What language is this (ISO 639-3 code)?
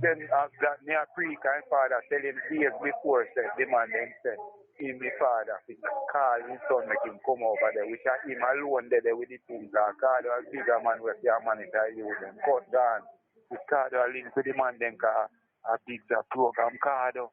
jam